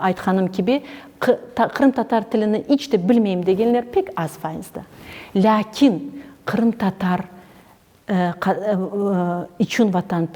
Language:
Crimean Tatar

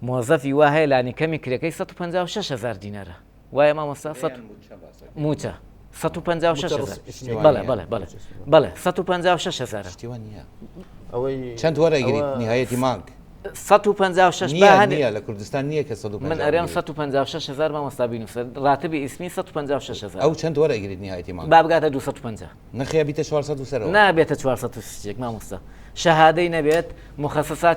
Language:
Central Kurdish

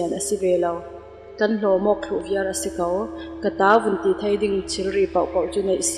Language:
Falam Chin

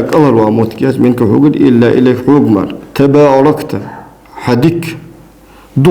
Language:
Ingush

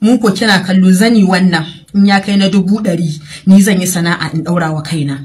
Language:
Hausa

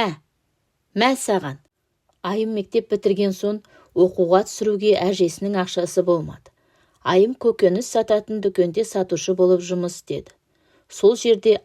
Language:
Kazakh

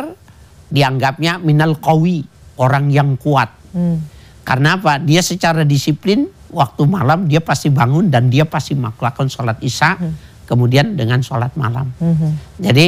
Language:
Indonesian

